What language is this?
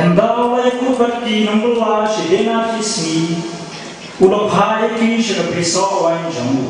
Khasi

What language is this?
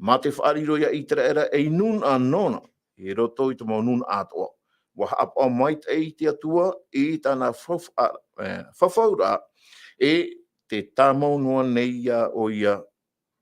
Tahitian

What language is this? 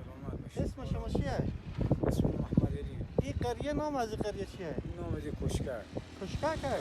Persian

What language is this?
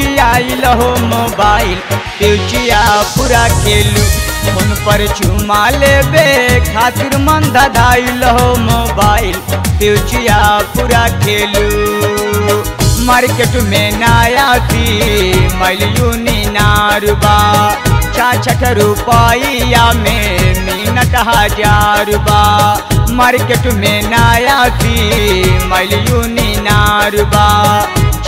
Bhojpuri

